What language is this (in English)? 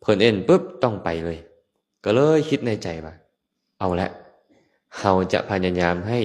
Lao